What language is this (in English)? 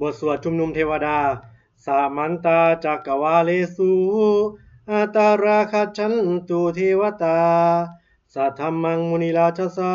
Pali